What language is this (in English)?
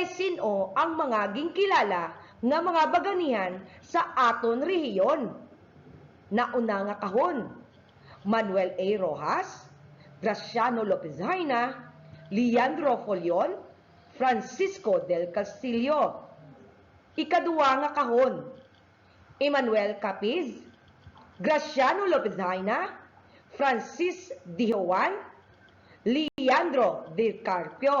Hiligaynon